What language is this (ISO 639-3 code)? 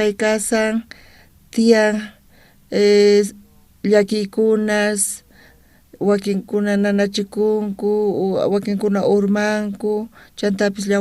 quh